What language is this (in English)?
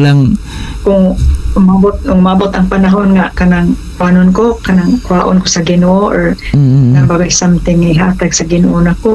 Cebuano